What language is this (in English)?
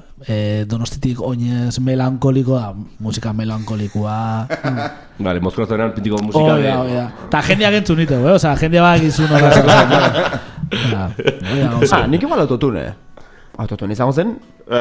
Basque